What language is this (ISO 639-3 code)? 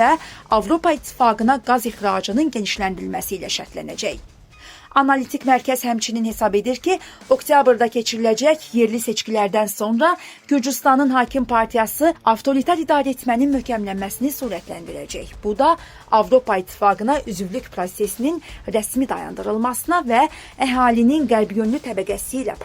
aze